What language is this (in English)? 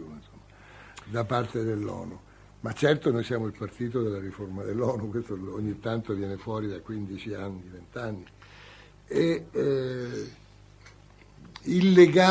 Italian